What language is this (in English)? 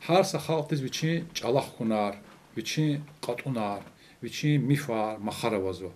Lezghian